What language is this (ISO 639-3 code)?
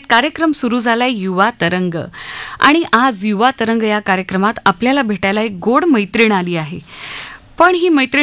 mar